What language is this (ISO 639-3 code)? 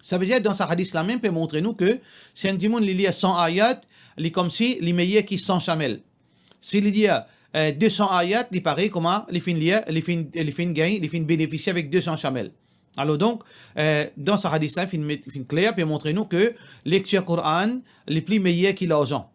mfe